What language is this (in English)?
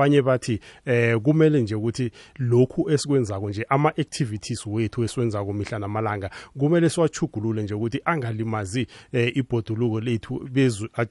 South Ndebele